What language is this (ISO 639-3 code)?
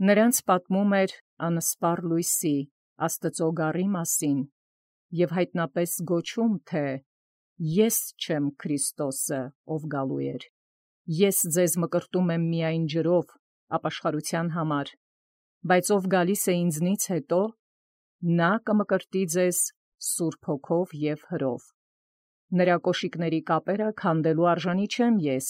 hye